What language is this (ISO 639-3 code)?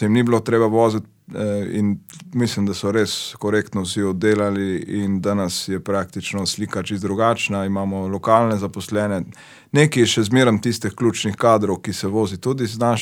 slv